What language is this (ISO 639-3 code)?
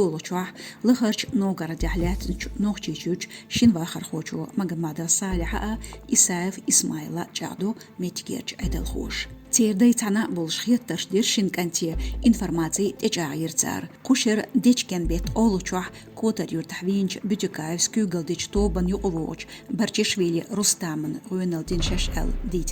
che